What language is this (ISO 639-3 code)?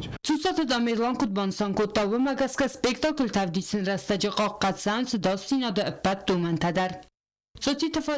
oss